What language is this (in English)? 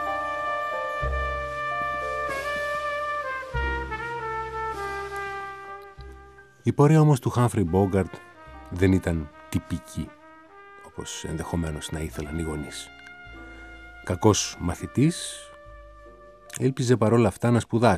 Greek